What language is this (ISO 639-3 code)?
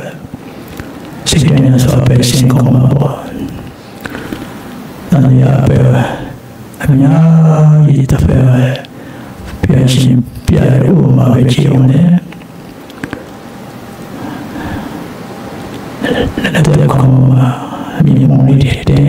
mya